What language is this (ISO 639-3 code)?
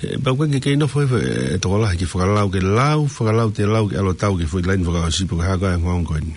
ton